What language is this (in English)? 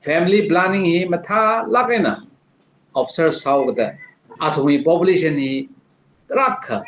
Tangkhul Naga (India)